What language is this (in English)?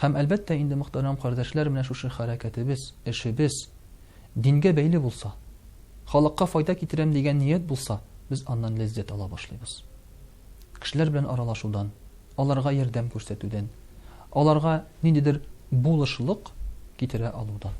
Tatar